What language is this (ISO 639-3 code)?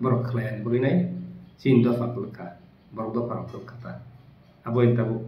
trp